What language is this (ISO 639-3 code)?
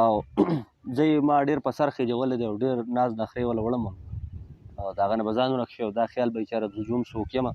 pus